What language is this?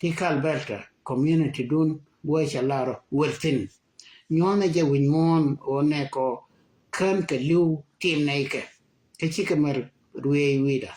Nuer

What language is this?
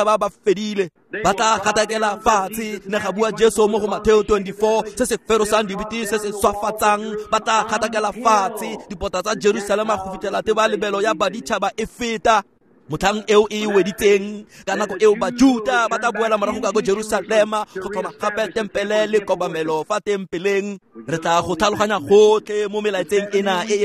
Tswana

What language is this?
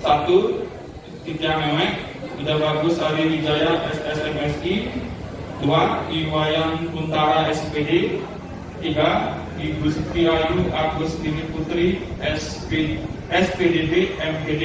Balinese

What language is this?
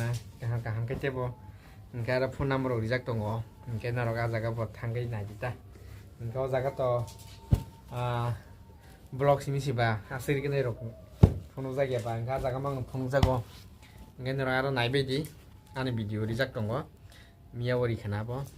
Kok Borok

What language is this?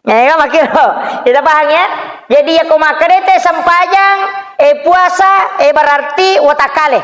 Buginese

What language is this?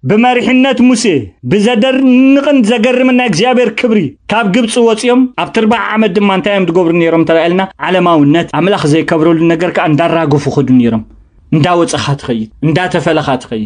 Tigrinya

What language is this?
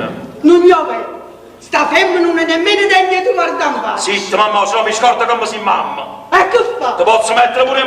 Neapolitan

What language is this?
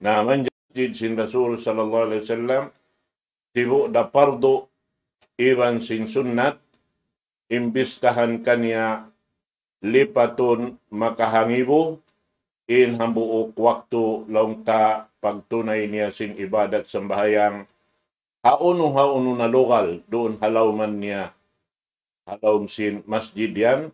Tausug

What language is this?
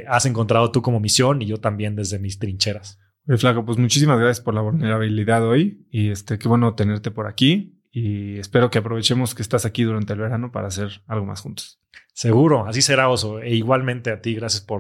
Spanish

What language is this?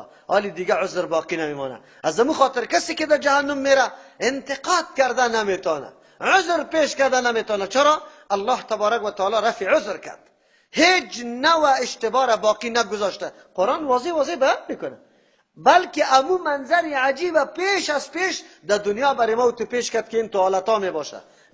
Persian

